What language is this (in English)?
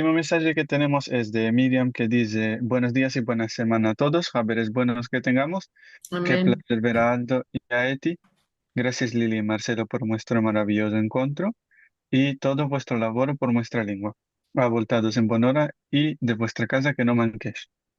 Ladino